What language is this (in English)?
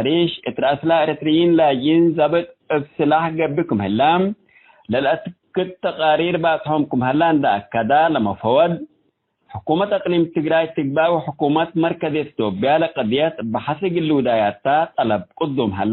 Tigre